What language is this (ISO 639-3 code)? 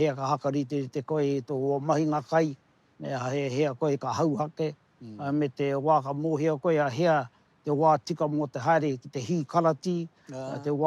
mri